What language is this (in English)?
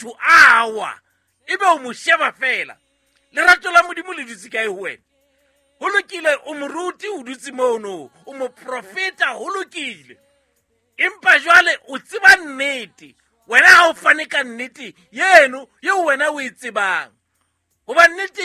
Southern Sotho